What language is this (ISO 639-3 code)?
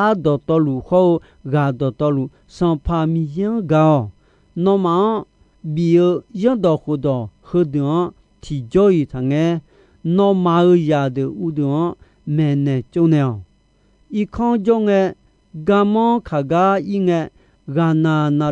ahk